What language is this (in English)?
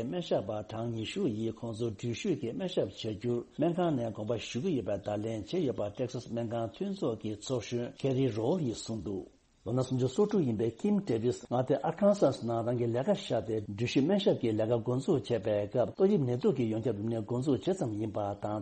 Tibetan